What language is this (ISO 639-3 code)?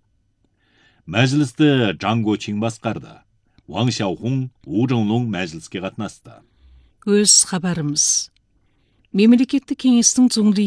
kaz